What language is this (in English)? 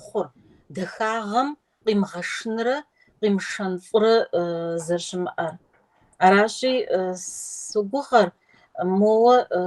Kabardian